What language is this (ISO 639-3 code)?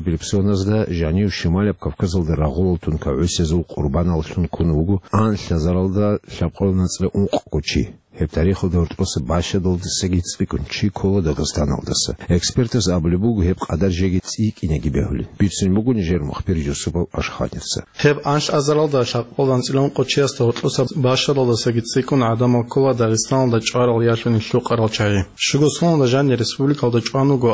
ava